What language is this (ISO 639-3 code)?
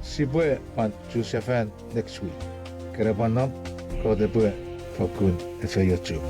chk